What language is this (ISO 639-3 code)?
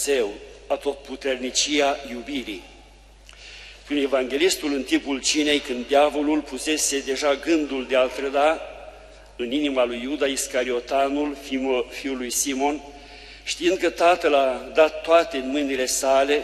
ron